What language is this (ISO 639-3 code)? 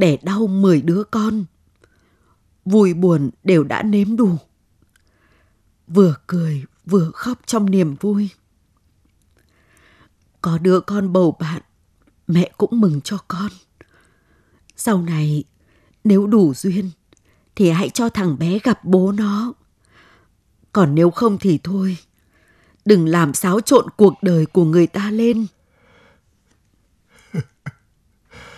vie